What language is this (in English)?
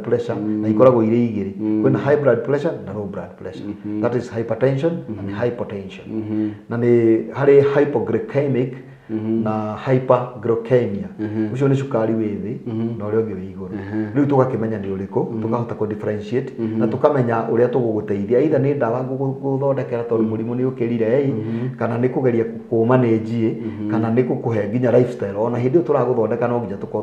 Kikuyu